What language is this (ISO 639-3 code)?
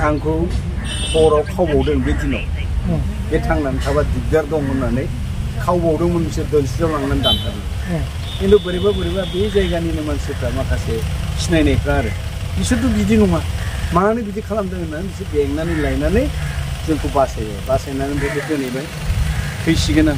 brx